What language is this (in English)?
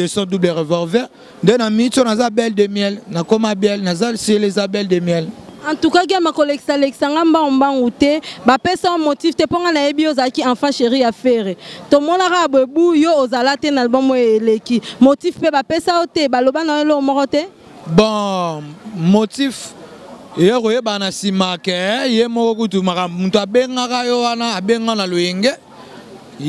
Lingala